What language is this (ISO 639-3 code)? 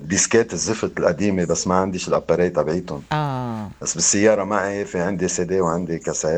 apc